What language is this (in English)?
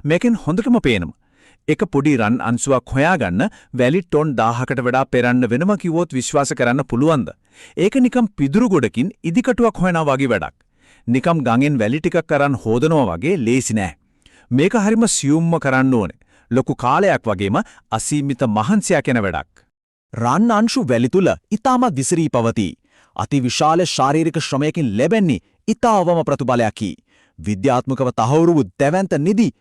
Sinhala